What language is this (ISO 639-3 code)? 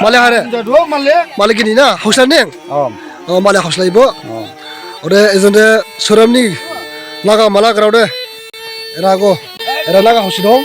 dis